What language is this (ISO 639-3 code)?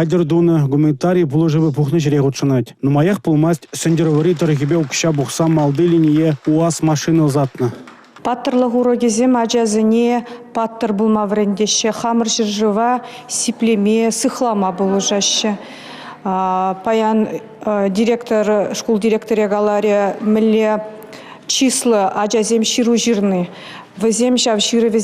chv